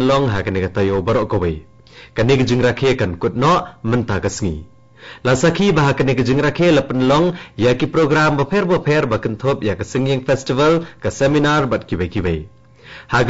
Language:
Khasi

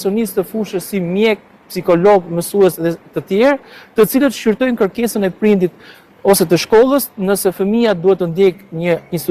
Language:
Albanian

